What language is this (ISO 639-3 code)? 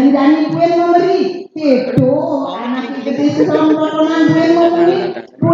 ban